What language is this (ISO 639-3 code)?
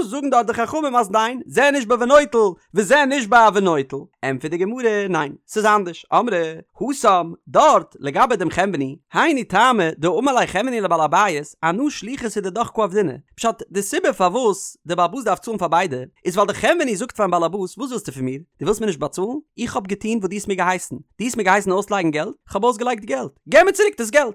yid